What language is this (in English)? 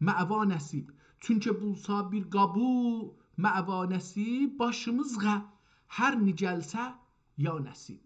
South Azerbaijani